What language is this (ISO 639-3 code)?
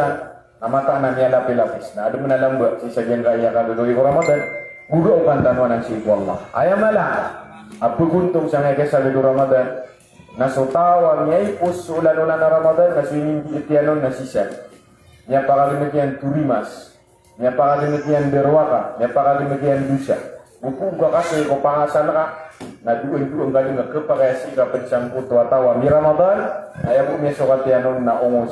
mrw